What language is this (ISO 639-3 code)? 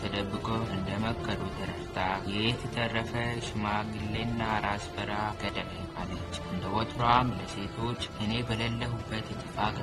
amh